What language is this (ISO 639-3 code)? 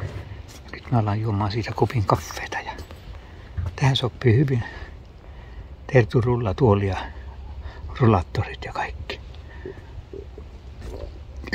fin